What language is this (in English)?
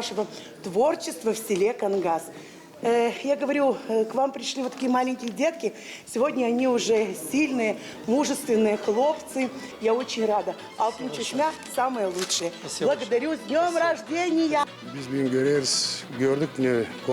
Gagauz